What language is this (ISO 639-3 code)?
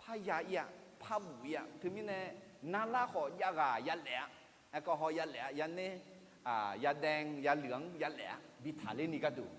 ahk